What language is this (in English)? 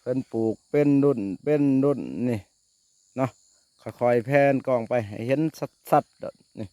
Lao